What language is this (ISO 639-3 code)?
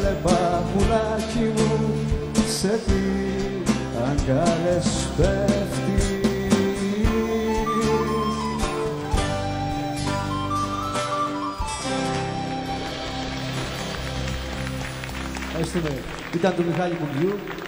ell